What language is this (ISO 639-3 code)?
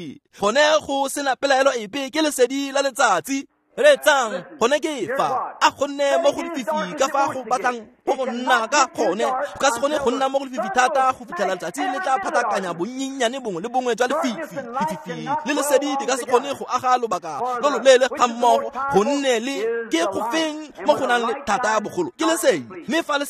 tsn